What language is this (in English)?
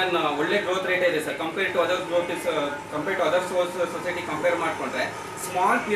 Kannada